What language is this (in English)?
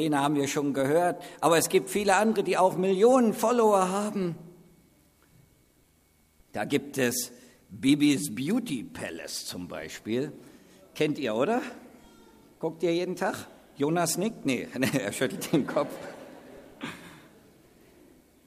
German